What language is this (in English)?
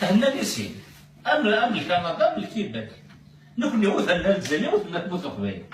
Kabyle